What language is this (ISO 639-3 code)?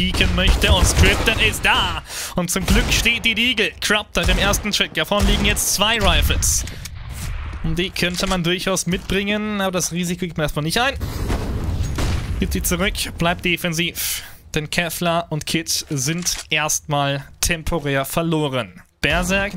deu